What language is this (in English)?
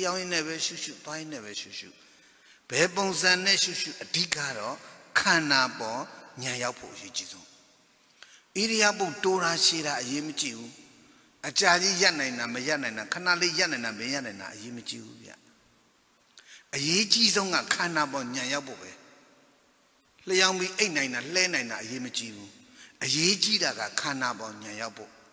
Burmese